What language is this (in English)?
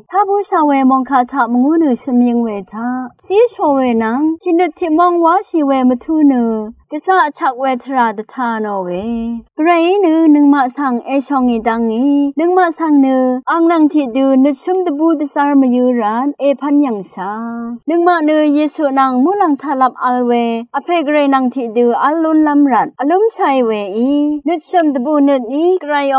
Rawang